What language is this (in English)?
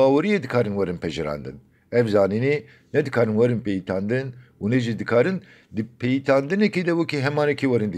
Kurdish